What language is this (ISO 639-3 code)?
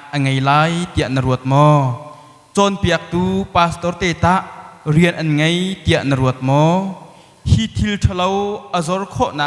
cnh